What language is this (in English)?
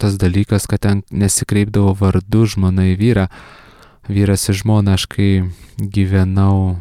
Lithuanian